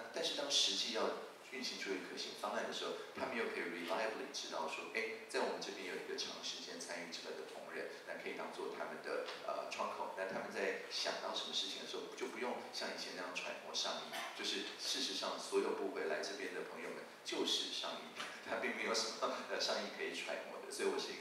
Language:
Chinese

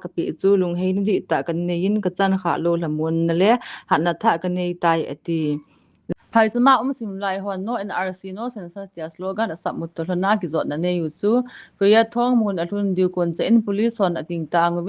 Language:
Thado Chin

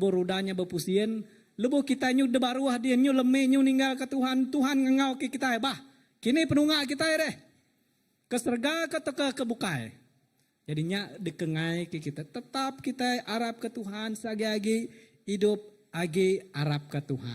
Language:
Iban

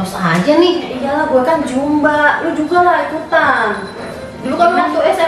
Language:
Betawi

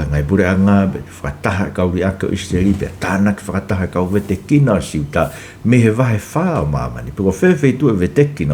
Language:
Tongan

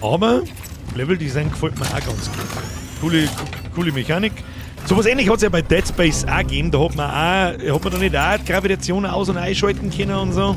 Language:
Bavarian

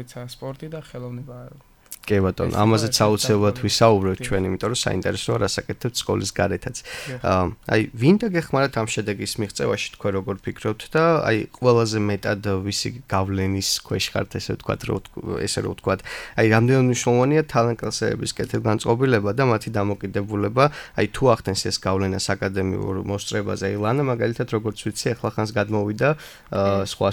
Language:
Georgian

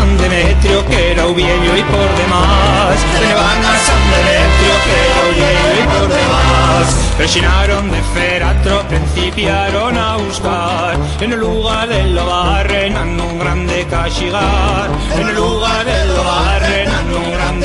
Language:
Aragonese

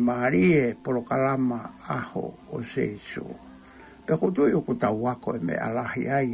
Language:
Tongan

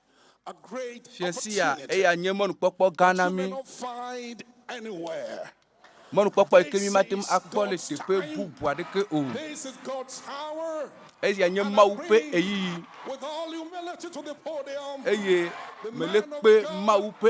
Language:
Ewe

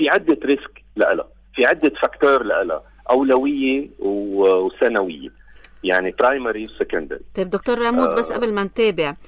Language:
North Levantine Arabic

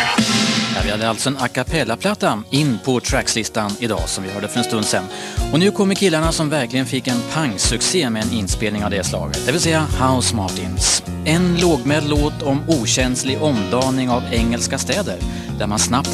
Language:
Swedish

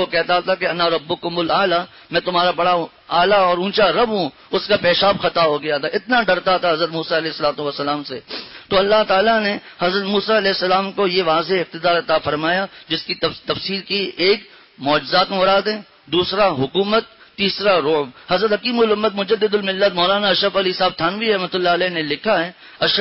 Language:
Urdu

